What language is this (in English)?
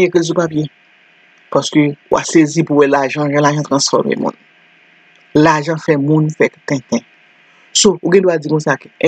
Haitian Creole